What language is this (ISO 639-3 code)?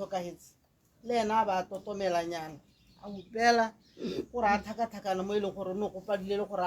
tsn